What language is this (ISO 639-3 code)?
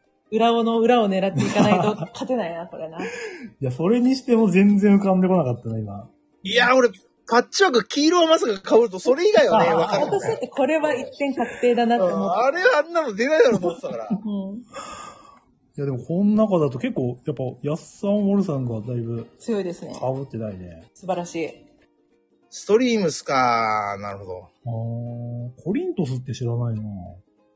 jpn